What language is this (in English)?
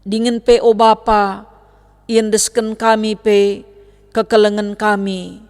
Batak Karo